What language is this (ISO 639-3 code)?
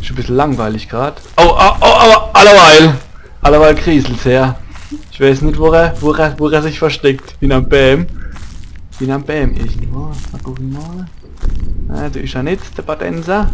pfl